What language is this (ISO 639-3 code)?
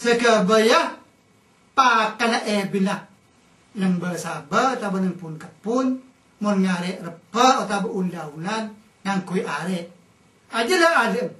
mad